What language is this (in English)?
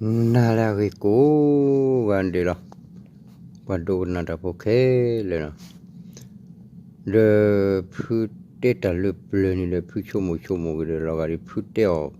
S'gaw Karen